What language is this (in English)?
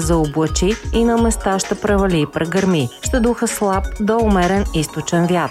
Bulgarian